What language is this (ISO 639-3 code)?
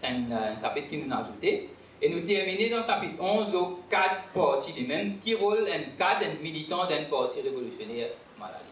mfe